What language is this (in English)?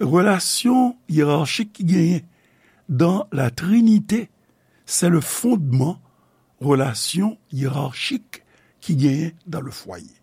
Haitian Creole